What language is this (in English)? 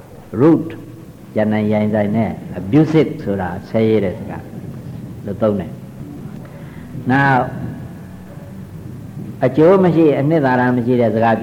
Burmese